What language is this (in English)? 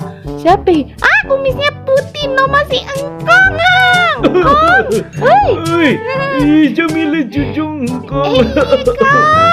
Betawi